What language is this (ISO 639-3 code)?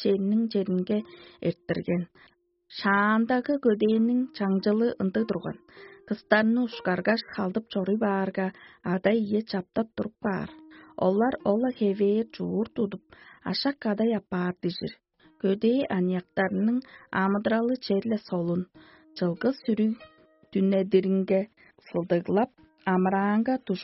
tyv